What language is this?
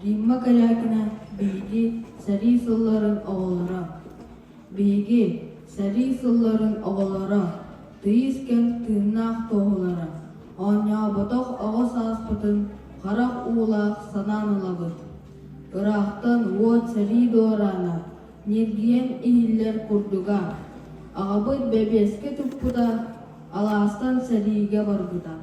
Yakut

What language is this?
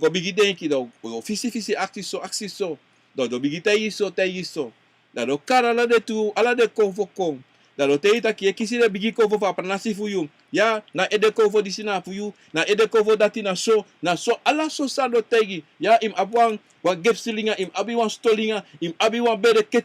Sranan Tongo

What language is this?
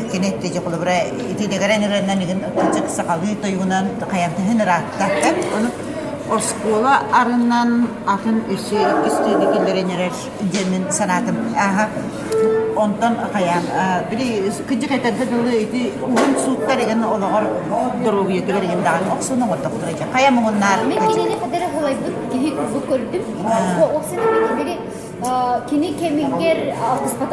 Yakut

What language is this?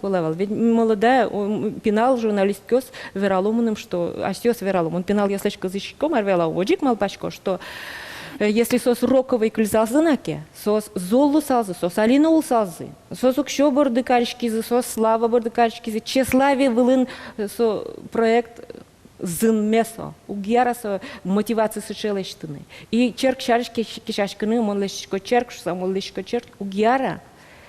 Udmurt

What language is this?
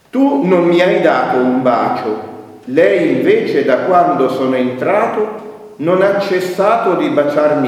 Italian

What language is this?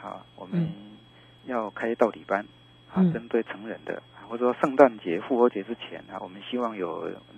Chinese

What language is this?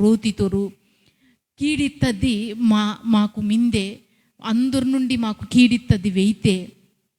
Koya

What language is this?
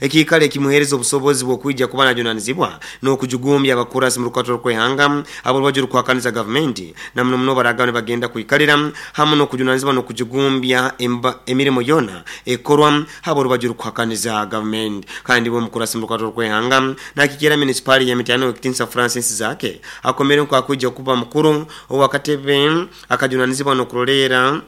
Nyoro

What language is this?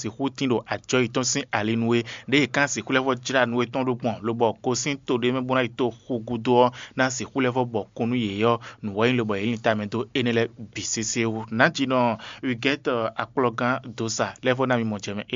Fon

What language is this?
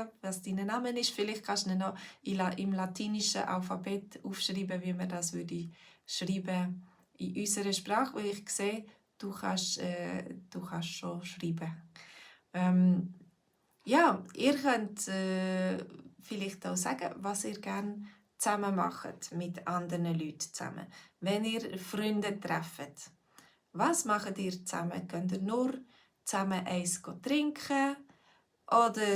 Swiss German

